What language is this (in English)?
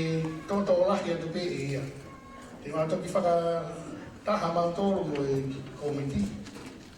Tongan